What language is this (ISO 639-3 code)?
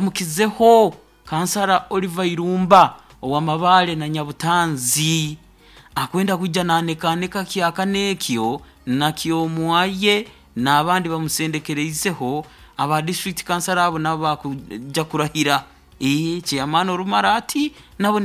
nyo